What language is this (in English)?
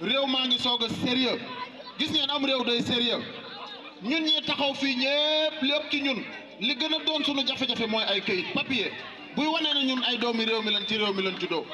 Wolof